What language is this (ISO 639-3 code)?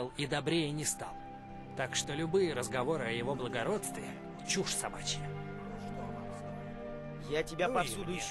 rus